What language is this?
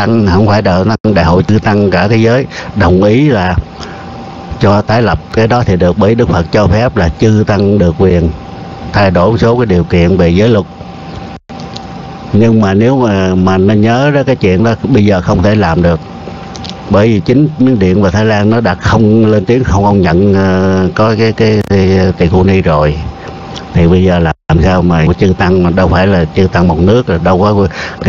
Vietnamese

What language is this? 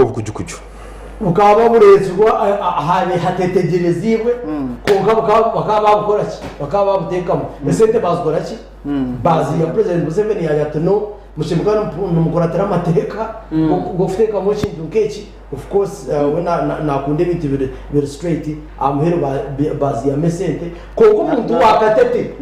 Nyankole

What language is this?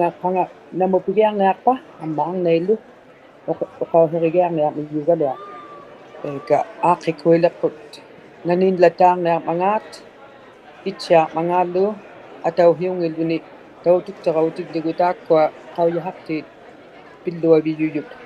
Inuktitut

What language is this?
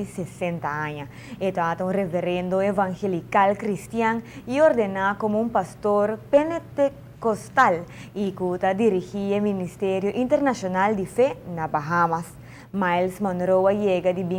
Papiamento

